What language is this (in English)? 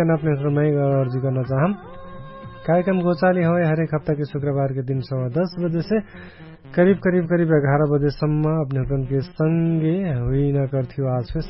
Dangaura Tharu